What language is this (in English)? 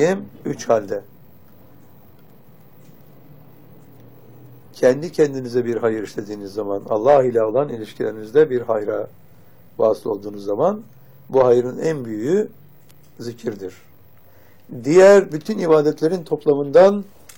Turkish